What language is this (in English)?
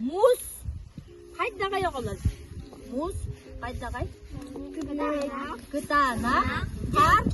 Yakut